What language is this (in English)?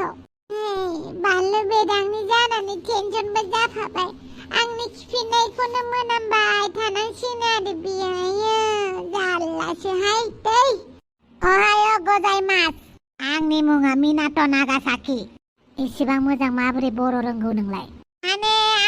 Bodo